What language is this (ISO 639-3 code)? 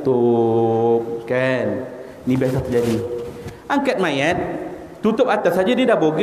msa